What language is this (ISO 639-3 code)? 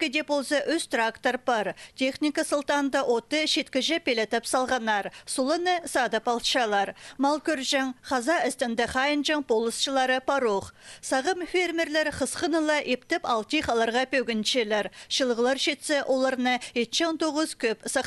kjh